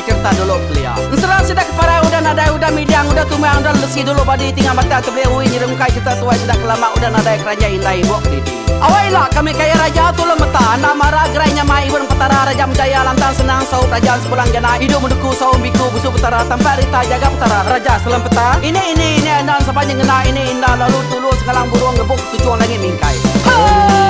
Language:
Iban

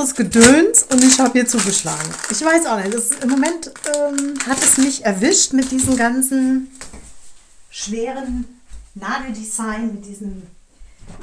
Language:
German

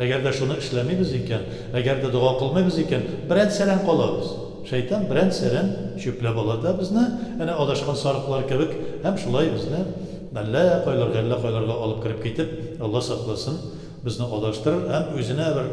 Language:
Tatar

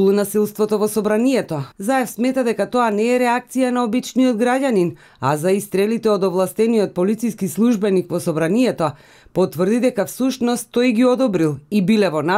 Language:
Macedonian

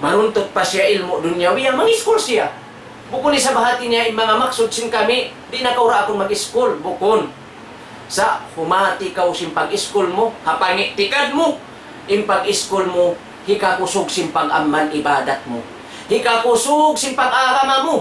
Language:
Tausug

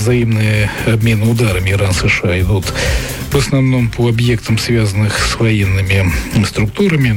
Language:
Russian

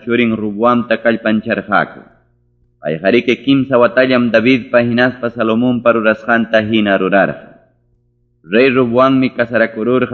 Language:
Ayacucho Quechua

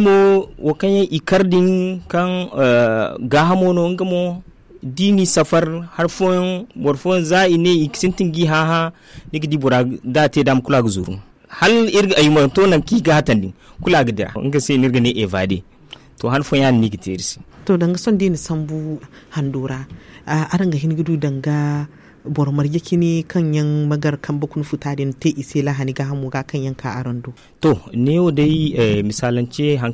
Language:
Zarma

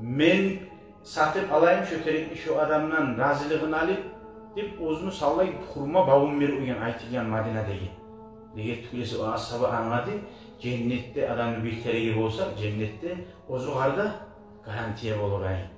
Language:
Kumyk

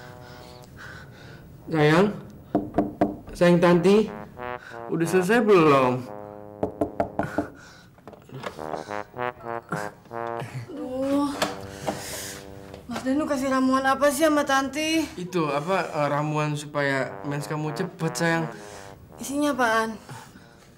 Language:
Indonesian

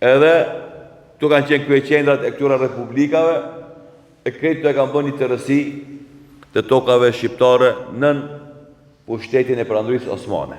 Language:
Albanian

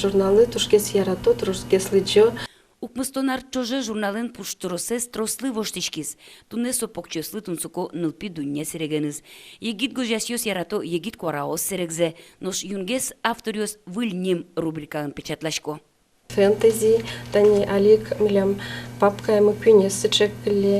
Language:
Udmurt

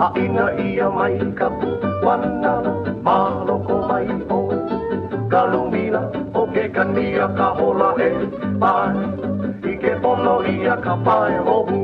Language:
Hawaiian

